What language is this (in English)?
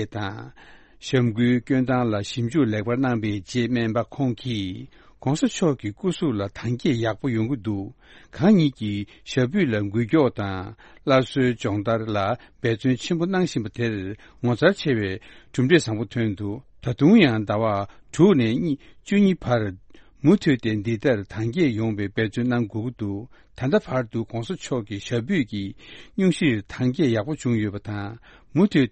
Tibetan